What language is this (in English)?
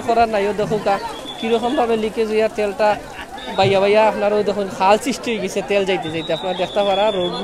Sylheti